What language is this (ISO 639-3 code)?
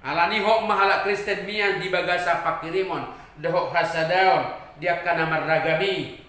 bbc